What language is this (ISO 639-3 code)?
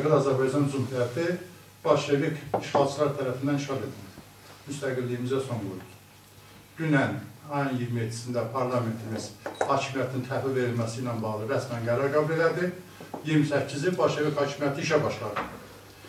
azb